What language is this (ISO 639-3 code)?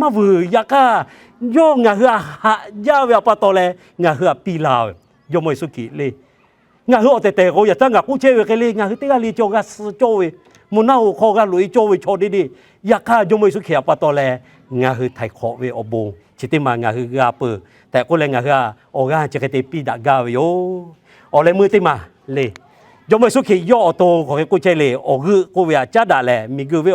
lhu